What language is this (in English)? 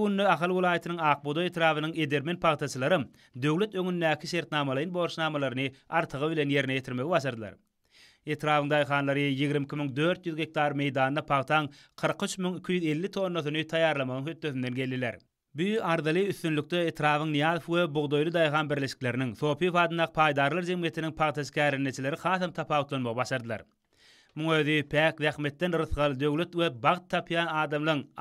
Turkmen